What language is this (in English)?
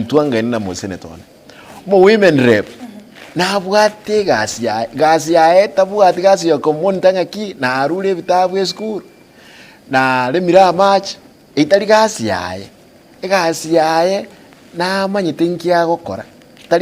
Gusii